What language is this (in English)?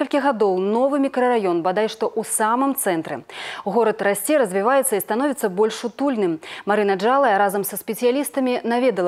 Belarusian